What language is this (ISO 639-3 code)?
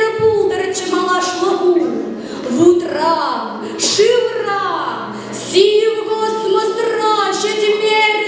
chv